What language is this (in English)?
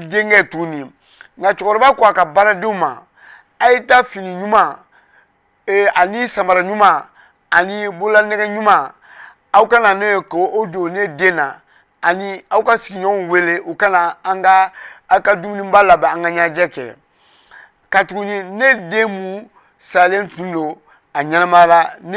Bambara